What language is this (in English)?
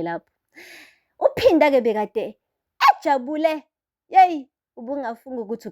Zulu